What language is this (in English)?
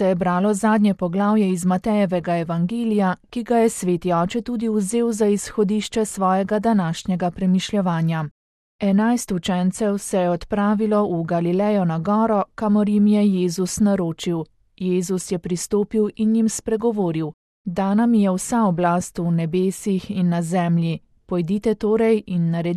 Slovenian